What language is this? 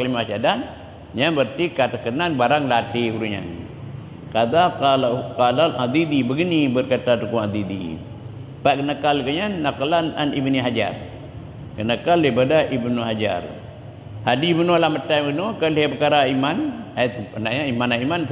Achinese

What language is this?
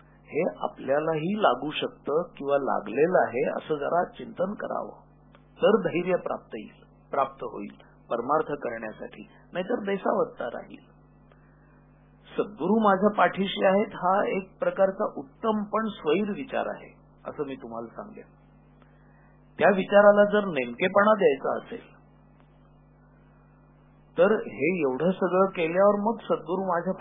Marathi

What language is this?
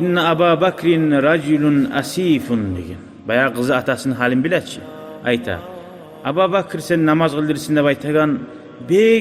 Kumyk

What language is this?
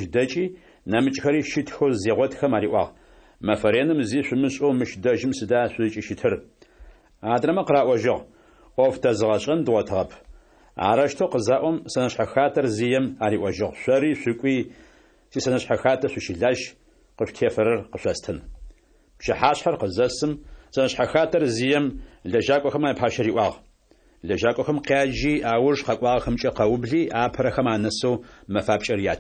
Adyghe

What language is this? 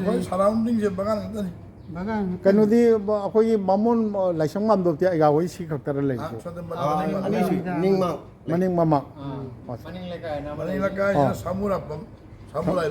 Manipuri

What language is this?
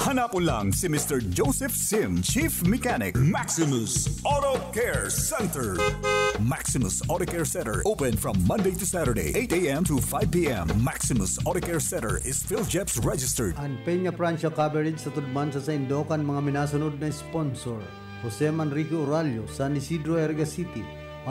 Bikol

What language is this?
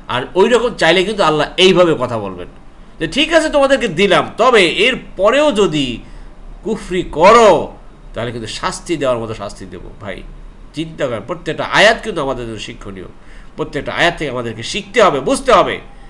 Bangla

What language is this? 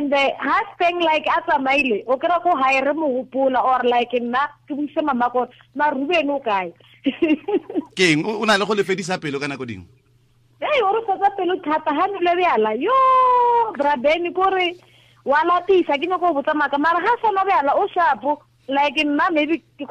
Tswana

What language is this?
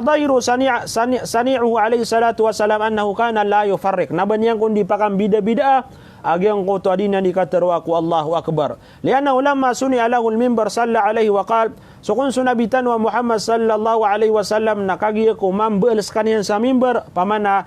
Maranao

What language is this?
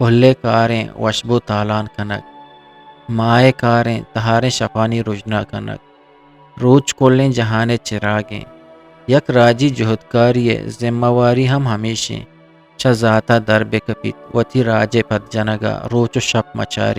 Eastern Balochi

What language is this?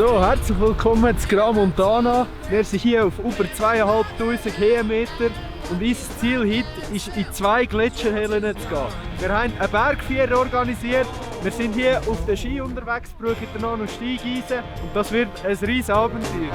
Swiss German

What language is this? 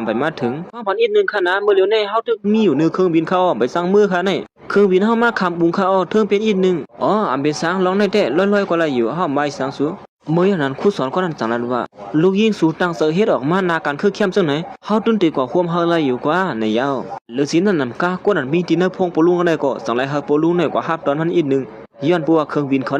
Shan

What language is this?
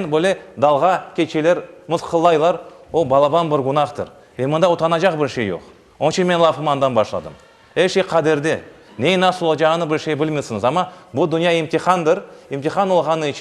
Crimean Tatar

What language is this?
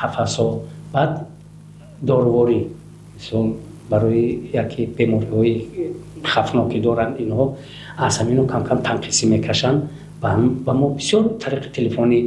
Tajik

